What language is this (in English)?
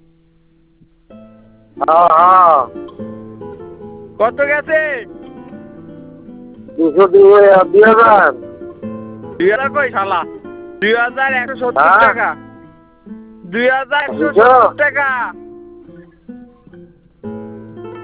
Bangla